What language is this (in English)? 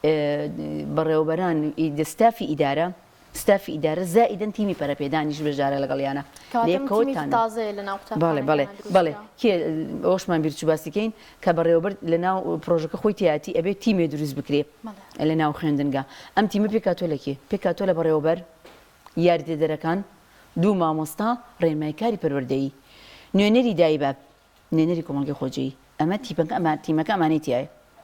Central Kurdish